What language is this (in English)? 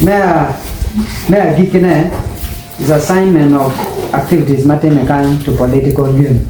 Acoli